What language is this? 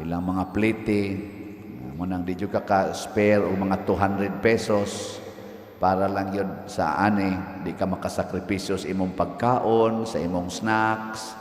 Cebuano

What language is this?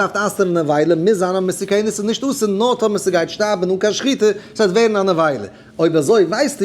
Yiddish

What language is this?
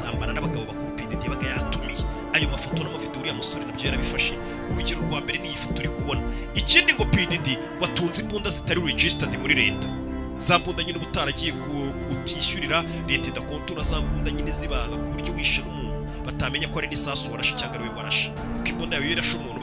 Kinyarwanda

